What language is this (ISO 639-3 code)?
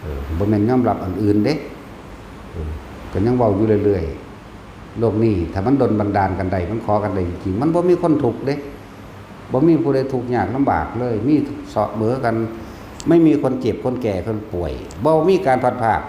tts